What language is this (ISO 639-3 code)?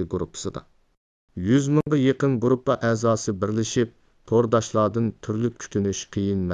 uig